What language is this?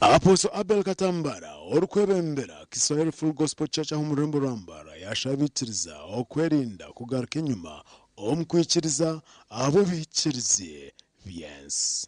Nyankole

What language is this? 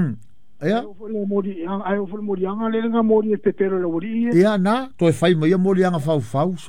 Samoan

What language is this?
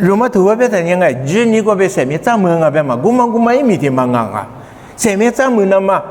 Lisu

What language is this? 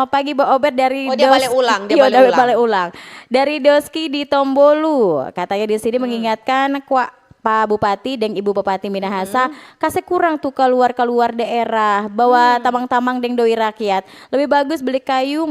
Manado Malay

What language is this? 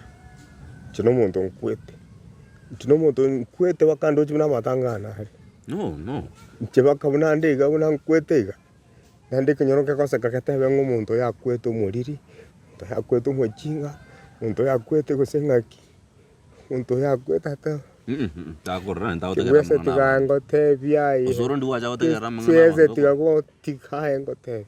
Gusii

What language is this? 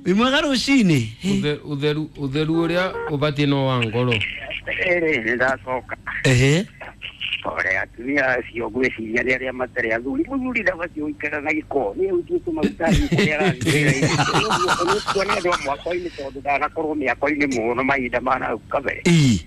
Kikuyu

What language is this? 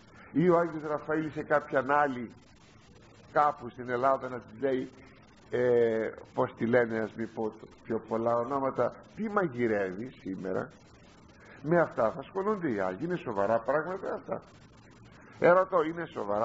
Greek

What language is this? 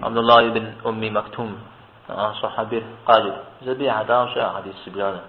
Kabardian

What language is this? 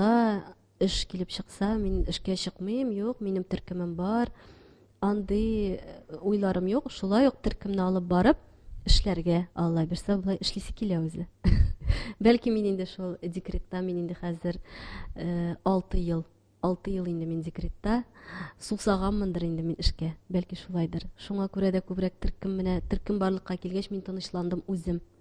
Tatar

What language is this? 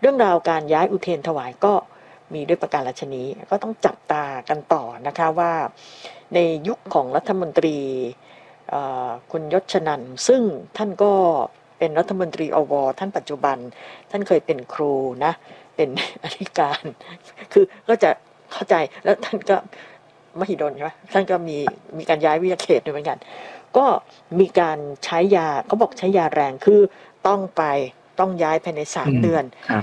Thai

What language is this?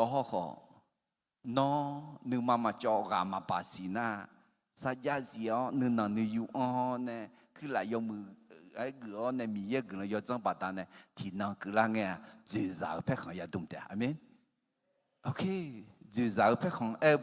Akha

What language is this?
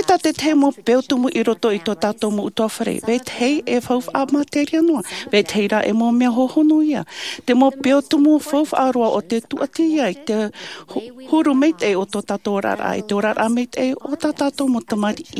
Tahitian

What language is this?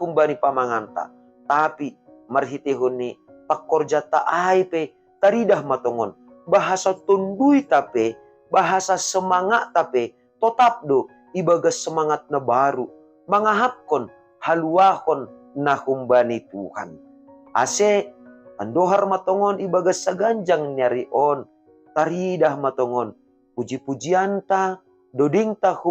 Batak Simalungun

